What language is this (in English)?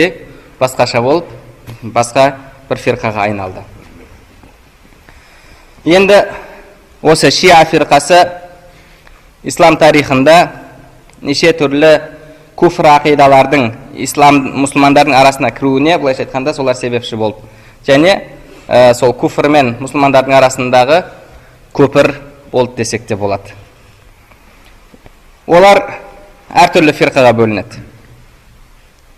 Kazakh